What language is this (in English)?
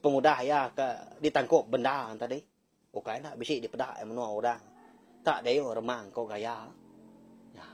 Iban